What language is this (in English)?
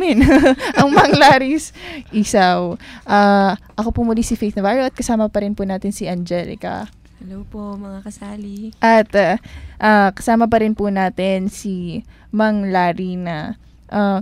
Filipino